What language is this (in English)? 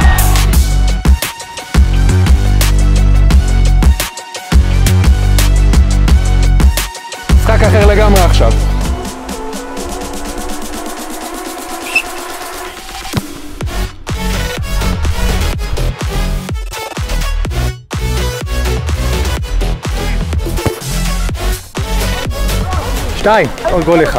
Hebrew